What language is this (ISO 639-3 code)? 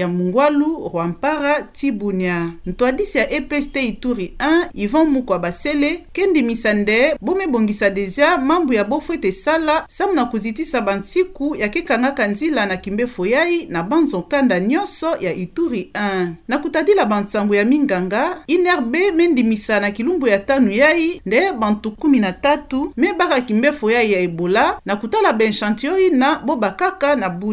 ktu